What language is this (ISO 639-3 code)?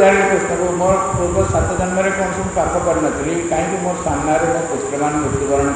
ori